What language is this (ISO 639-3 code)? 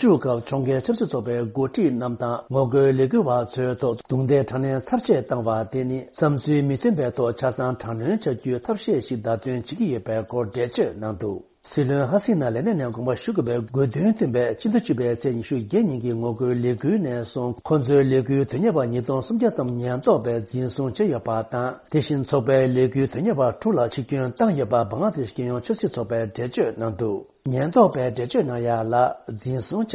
bod